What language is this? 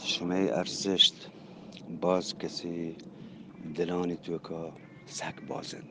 Eastern Balochi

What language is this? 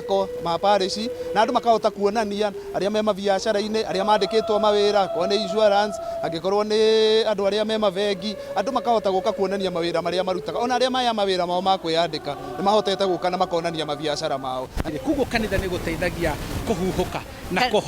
Kikuyu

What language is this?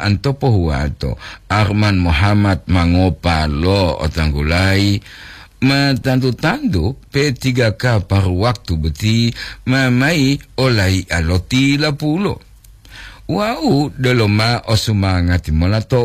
Gorontalo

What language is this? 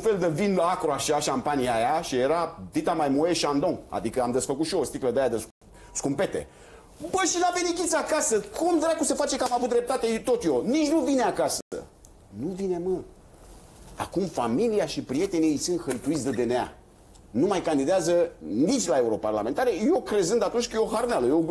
Romanian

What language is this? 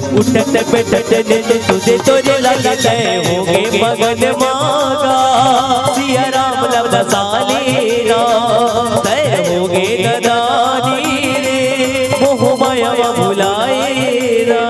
Chhattisgarhi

